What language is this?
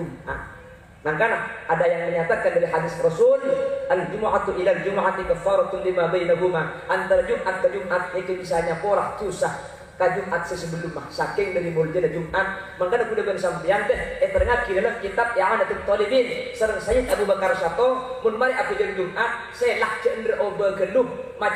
Madurese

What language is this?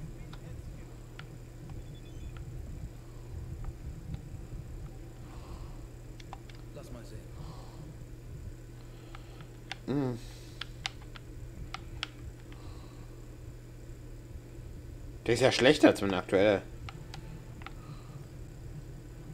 German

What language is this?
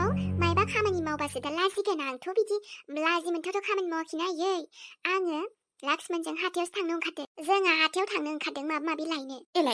Bodo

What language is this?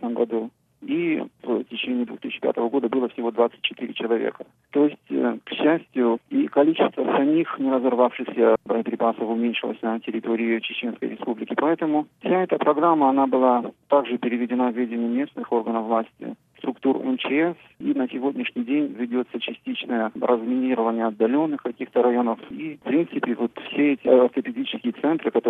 Russian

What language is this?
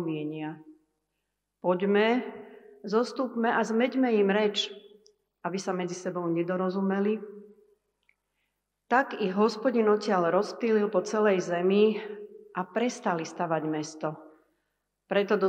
Slovak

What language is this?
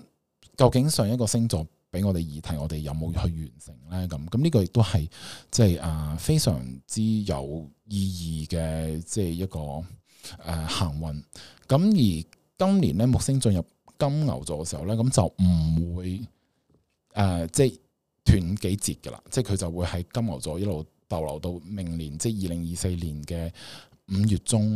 Cantonese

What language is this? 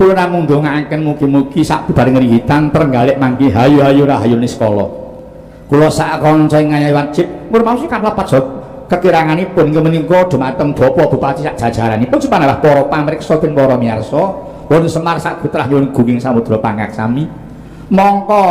Javanese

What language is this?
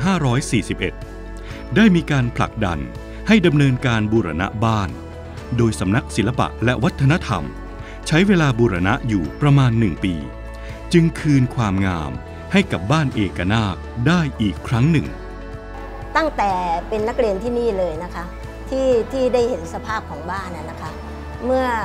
Thai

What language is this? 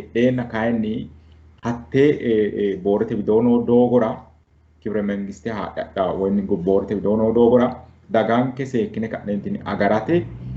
Sidamo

